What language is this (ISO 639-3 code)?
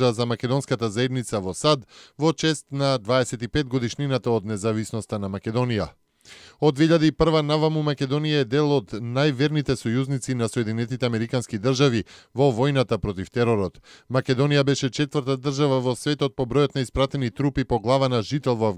mkd